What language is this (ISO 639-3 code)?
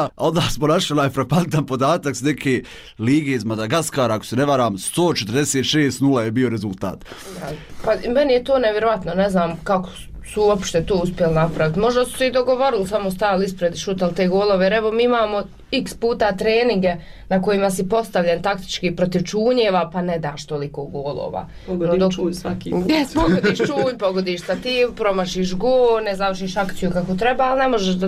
bos